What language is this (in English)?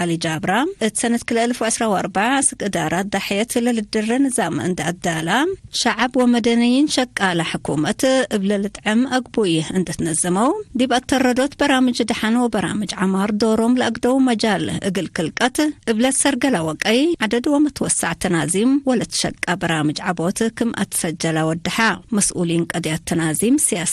Tigre